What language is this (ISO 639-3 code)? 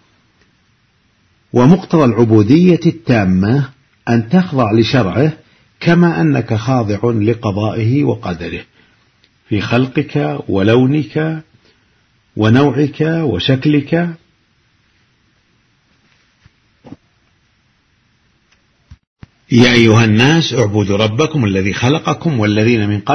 ara